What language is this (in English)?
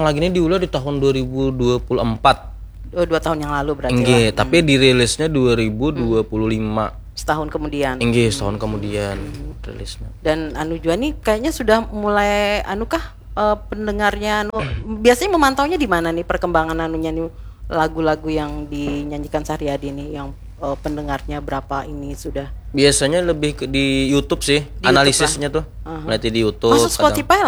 Banjar